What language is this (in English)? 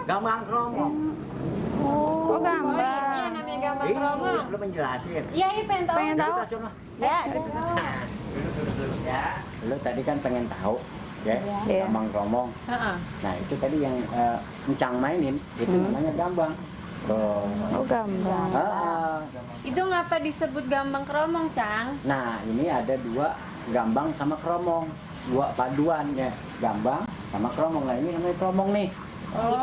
Betawi